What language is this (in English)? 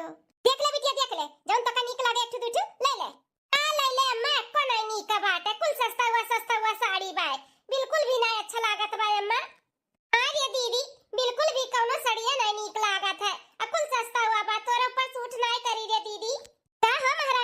Bhojpuri